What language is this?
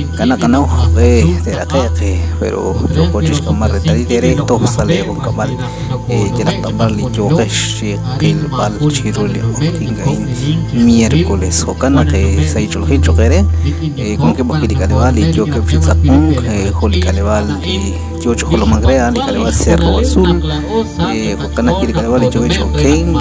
Kekchí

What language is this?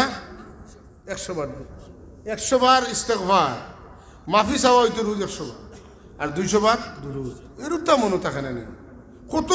Sylheti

